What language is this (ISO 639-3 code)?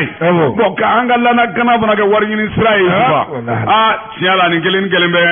bam